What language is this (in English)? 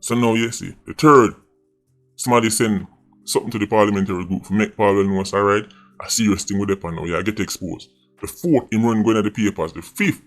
Jamaican Creole English